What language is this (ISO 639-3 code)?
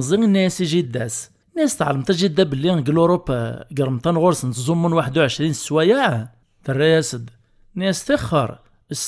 kab